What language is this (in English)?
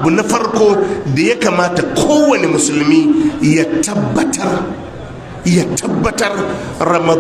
Hausa